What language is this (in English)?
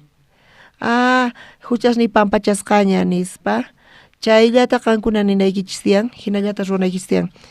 South Bolivian Quechua